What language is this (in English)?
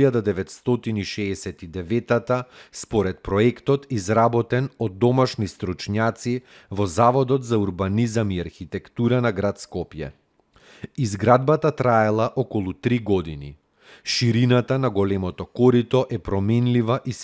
Macedonian